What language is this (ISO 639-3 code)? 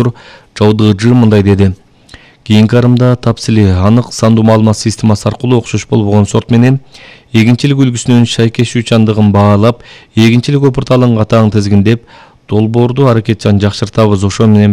kir